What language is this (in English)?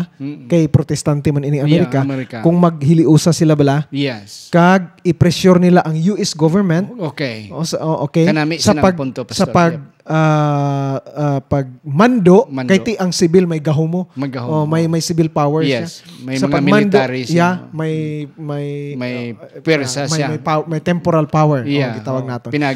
Hiligaynon